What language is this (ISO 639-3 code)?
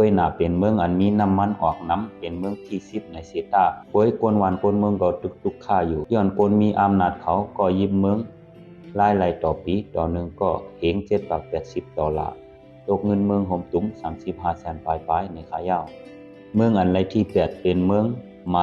shn